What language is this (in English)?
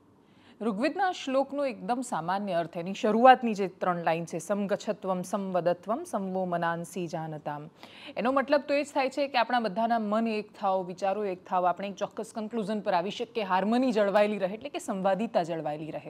Gujarati